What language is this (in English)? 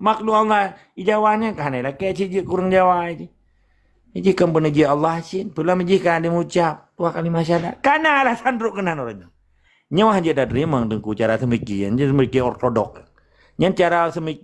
Achinese